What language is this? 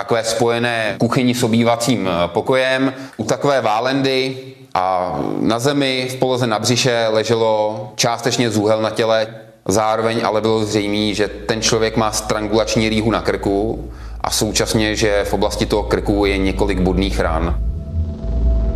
Czech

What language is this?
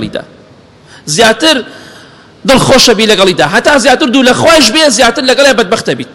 Central Kurdish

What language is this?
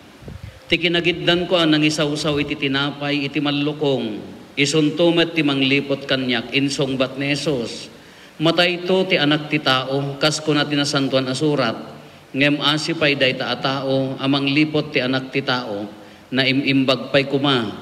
Iloko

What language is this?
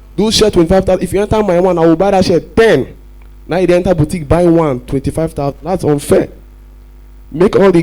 Nigerian Pidgin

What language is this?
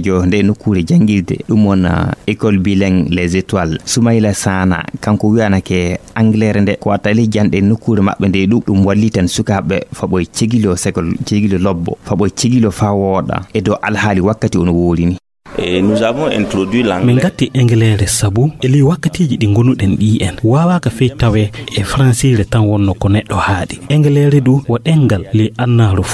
Nigerian Fulfulde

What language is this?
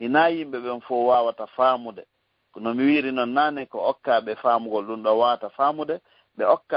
Fula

